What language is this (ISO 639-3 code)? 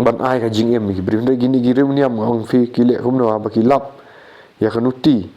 kha